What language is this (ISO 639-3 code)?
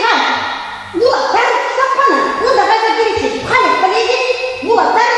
chv